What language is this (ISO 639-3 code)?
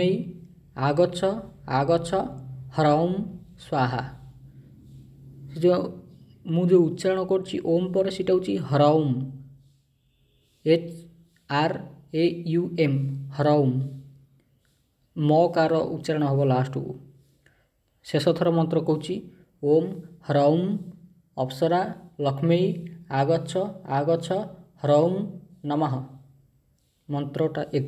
ori